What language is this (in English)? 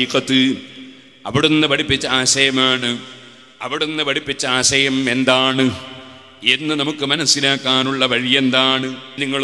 Malayalam